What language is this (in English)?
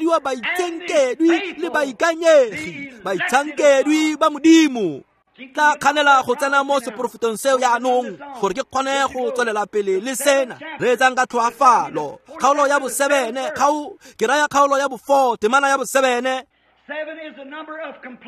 Tswana